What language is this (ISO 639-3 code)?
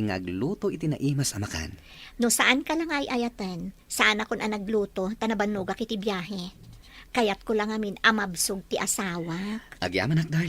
ilo